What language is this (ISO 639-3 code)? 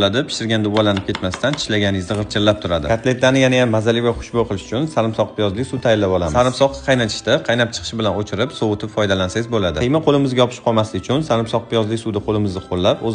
uzb